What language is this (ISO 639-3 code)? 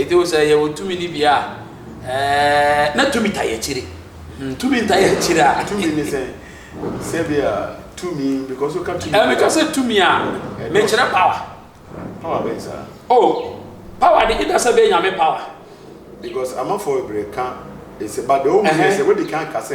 aka